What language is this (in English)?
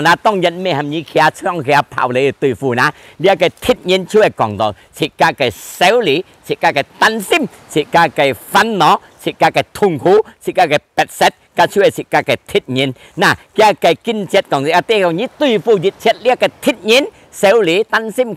Hakka Chinese